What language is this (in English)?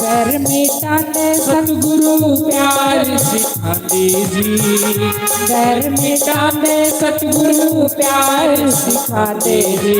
Dogri